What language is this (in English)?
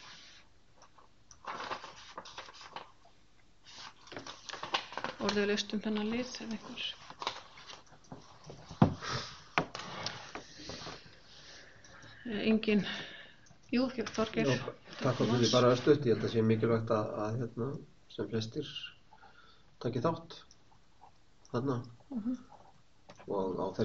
Icelandic